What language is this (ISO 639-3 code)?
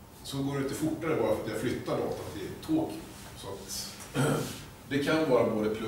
swe